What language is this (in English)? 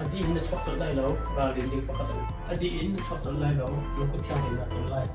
Hakha Chin